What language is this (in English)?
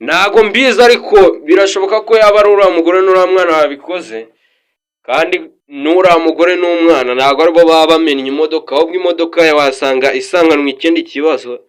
Kinyarwanda